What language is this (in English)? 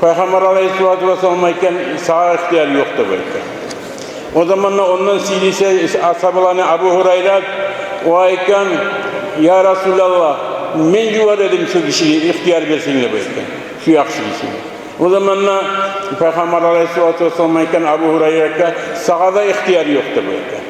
Kumyk